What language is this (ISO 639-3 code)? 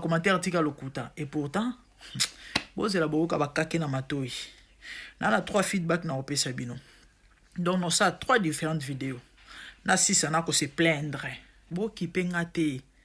lin